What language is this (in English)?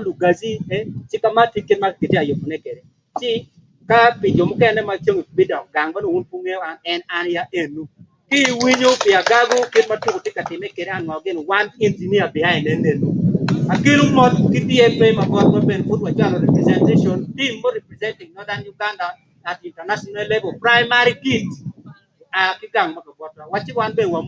Acoli